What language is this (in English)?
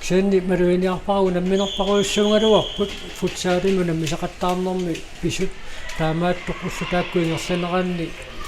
Kalaallisut